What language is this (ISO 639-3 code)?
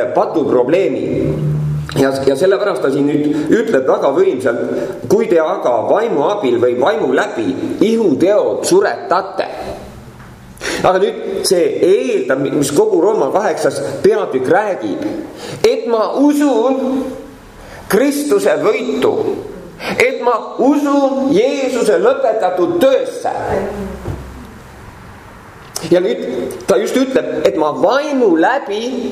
est